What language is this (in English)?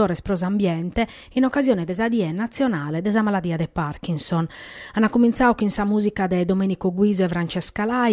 Sardinian